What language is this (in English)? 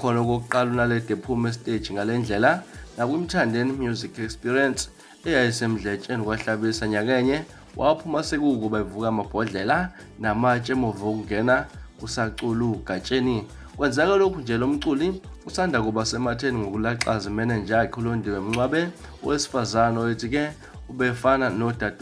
Zulu